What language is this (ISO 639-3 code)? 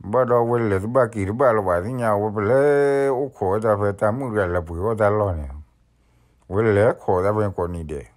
ksw